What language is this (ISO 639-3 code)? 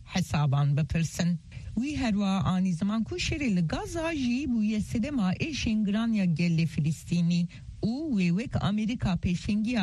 kur